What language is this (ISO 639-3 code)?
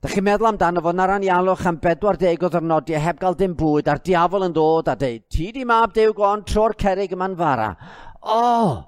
cym